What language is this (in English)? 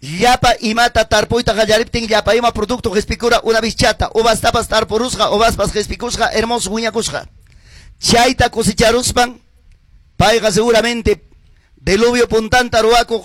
Ayacucho Quechua